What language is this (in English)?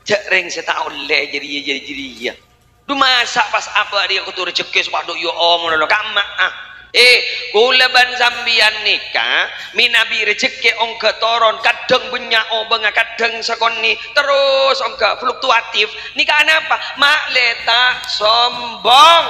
Madurese